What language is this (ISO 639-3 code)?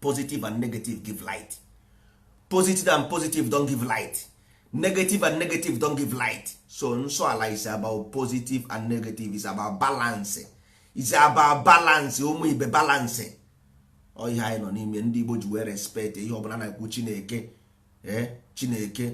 ibo